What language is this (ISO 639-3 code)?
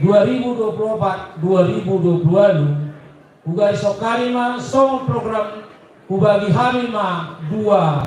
bbc